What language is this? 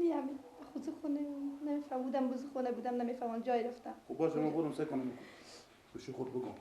Persian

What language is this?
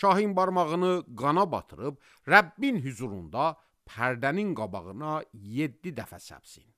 Azerbaijani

